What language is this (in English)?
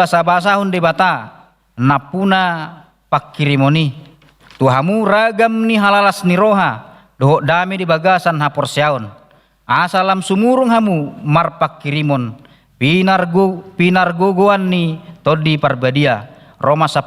Batak Toba